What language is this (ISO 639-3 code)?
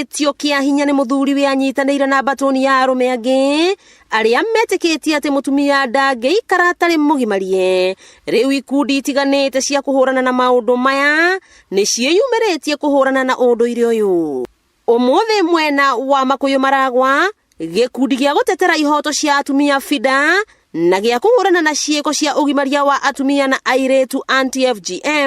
kik